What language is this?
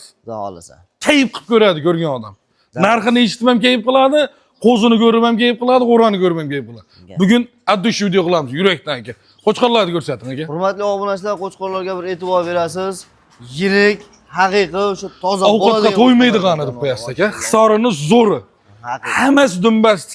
Uzbek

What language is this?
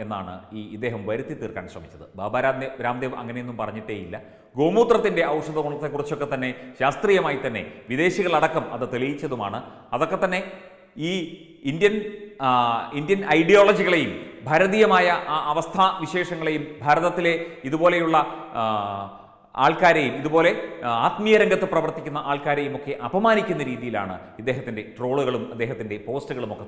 Malayalam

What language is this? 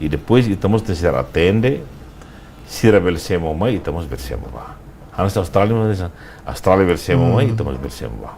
Tetum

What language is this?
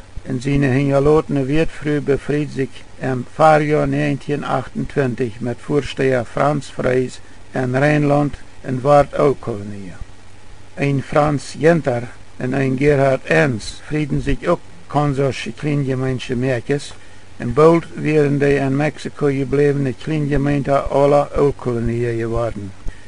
Plautdietsch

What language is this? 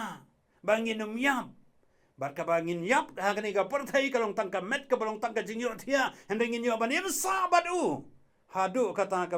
Khasi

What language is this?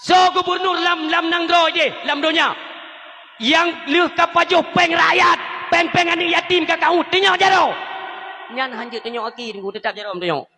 Achinese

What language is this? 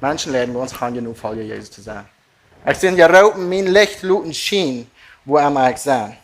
Plautdietsch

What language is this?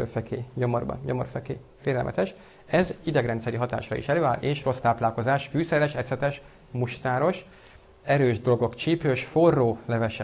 Hungarian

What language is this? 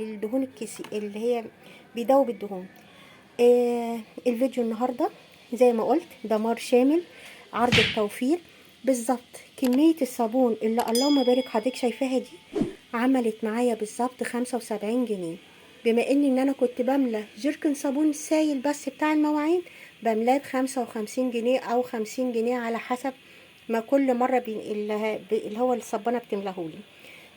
Egyptian Arabic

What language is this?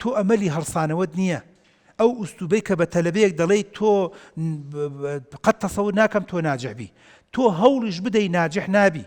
Central Kurdish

